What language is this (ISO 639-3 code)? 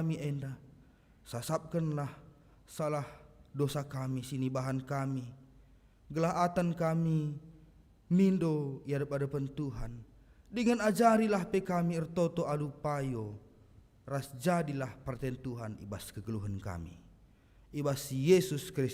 btx